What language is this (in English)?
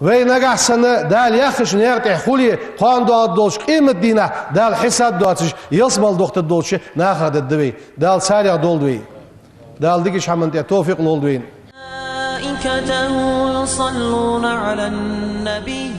Ingush